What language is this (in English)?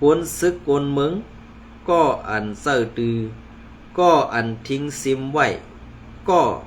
Shan